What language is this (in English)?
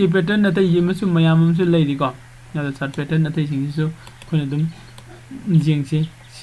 Manipuri